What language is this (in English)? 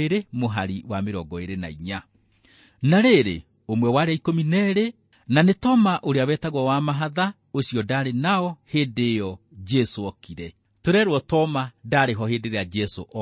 Kikuyu